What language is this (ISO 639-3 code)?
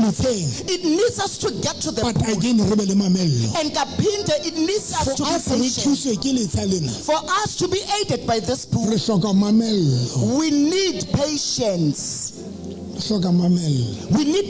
sot